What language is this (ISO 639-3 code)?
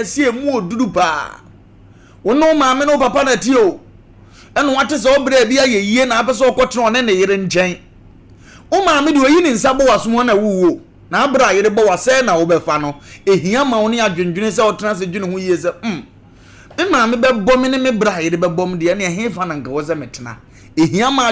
aka